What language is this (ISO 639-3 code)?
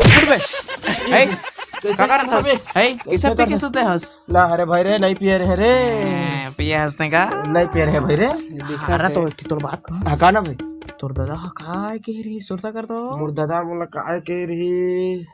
hne